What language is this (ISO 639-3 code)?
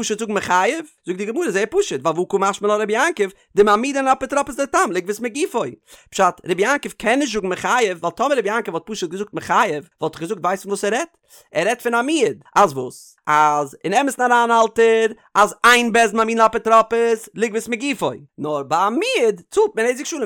yid